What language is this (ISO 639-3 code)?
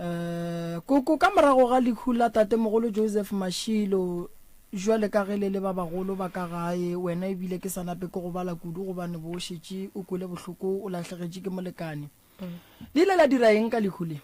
nso